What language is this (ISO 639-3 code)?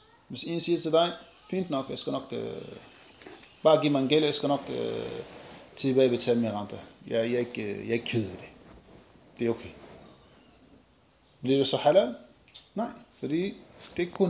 dan